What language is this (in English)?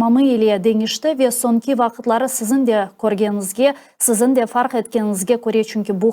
Crimean Tatar